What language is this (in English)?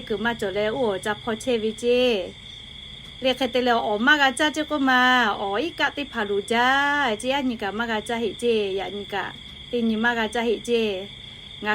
Lahu